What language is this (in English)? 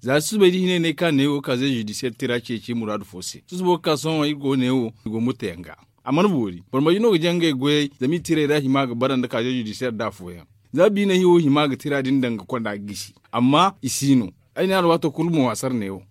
Zarma